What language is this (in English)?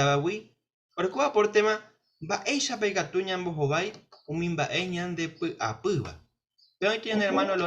Guarani